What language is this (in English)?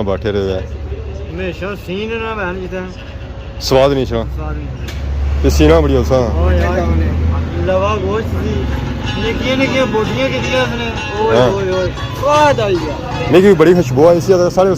Pahari-Potwari